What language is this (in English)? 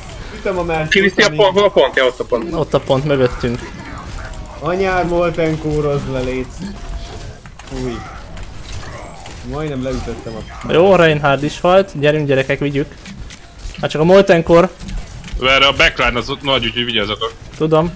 Hungarian